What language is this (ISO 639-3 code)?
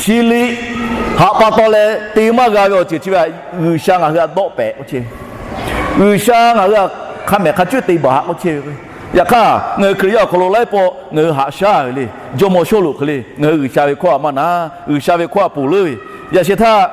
lhu